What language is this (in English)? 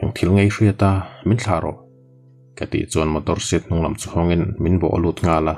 Mizo